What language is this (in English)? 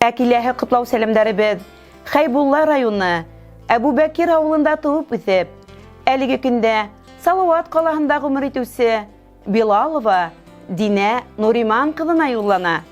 Bashkir